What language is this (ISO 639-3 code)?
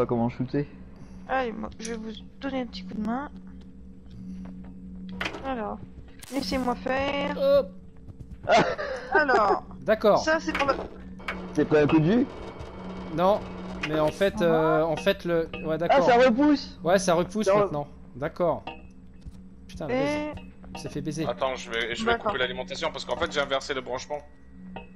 fra